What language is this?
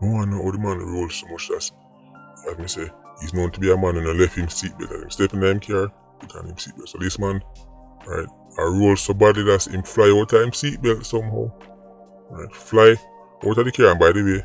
Jamaican Creole English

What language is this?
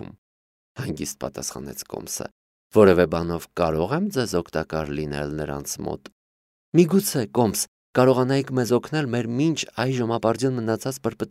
Armenian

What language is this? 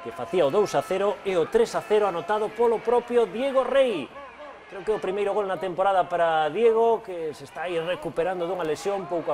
Galician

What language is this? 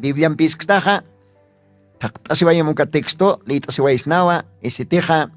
Aymara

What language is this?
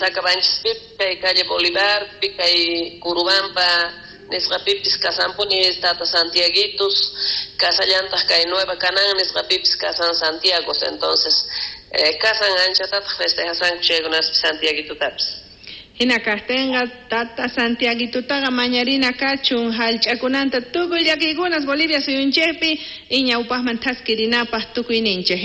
South Bolivian Quechua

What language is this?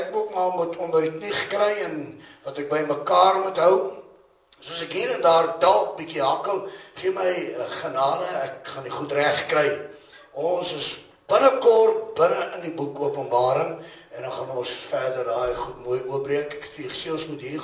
Afrikaans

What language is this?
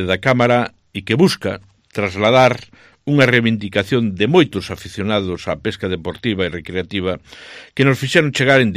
Galician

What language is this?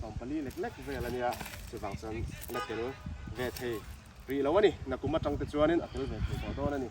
Mizo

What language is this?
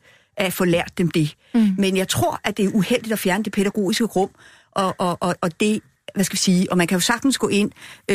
Danish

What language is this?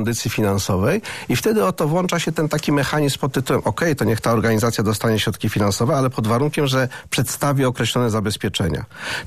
Polish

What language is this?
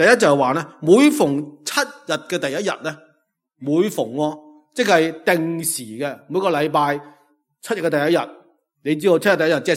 Cantonese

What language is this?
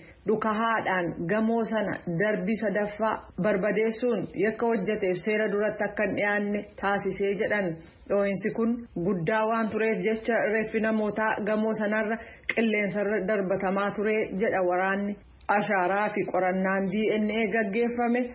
Oromo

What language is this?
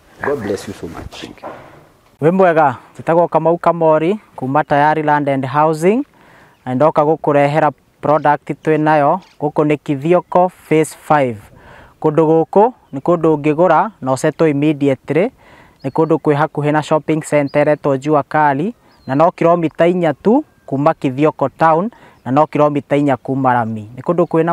Kikuyu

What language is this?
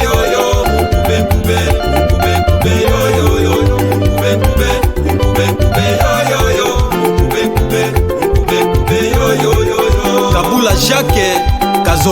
Lega-Shabunda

